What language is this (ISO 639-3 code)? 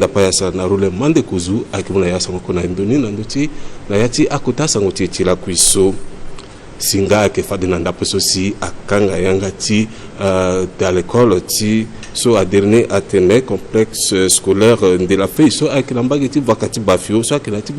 sag